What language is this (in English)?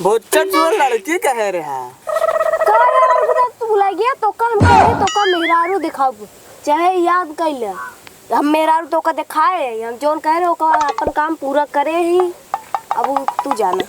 Awadhi